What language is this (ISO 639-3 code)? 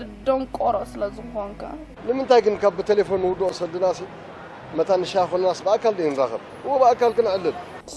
tir